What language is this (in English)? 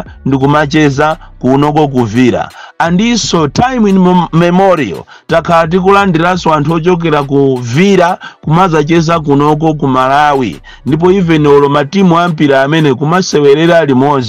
Nyanja